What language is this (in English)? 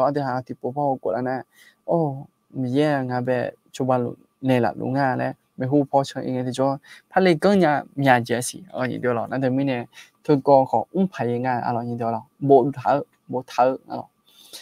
Akha